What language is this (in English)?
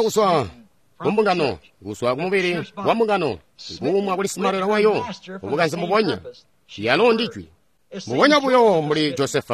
Tonga (Zambia)